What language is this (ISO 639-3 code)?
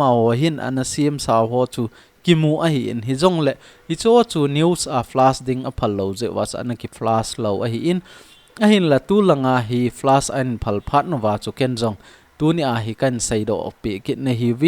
tcz